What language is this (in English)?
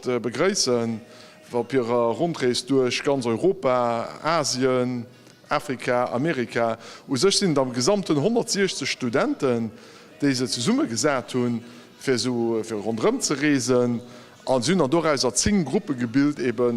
Luxembourgish